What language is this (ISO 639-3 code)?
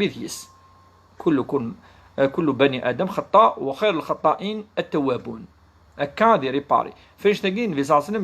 kab